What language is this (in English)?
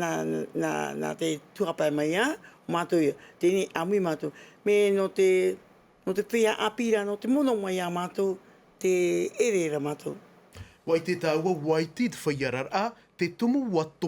Tahitian